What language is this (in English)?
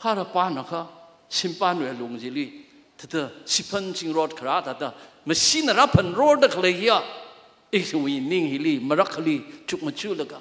Tangkhul Naga (India)